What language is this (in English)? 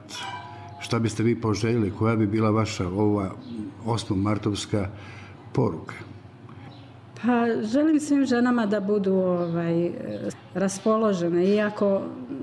Bosnian